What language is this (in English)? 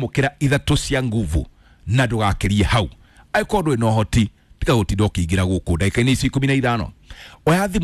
Kikuyu